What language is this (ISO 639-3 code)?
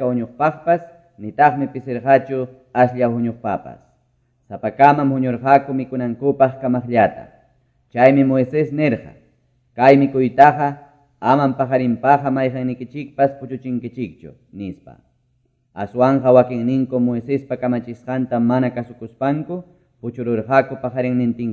que